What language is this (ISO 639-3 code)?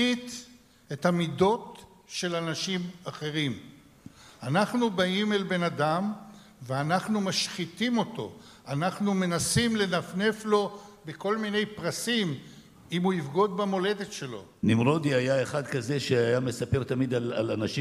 heb